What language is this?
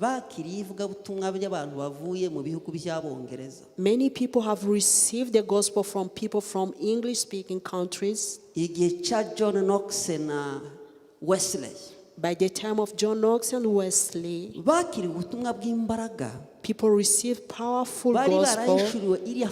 Kinyarwanda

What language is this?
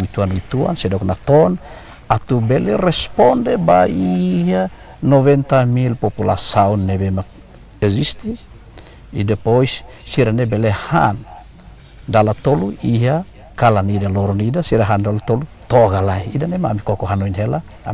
Tetum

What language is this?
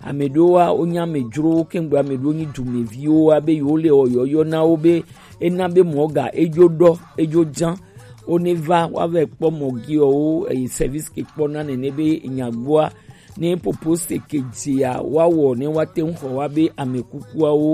Gen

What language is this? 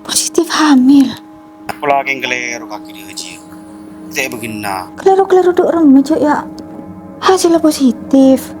Madurese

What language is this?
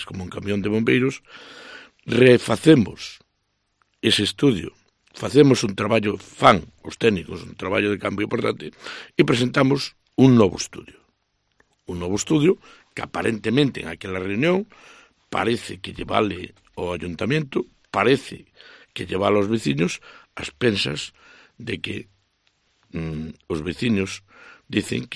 Galician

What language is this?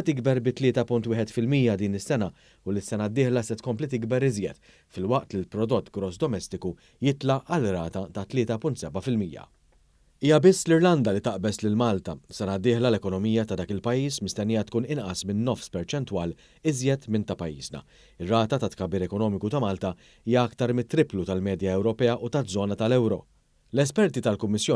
Maltese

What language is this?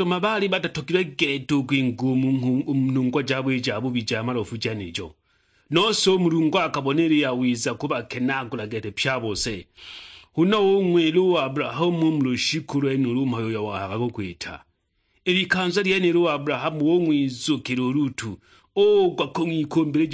Sukuma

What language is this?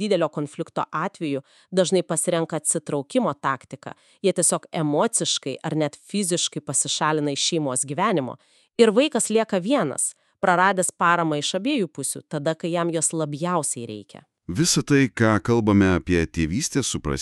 Lithuanian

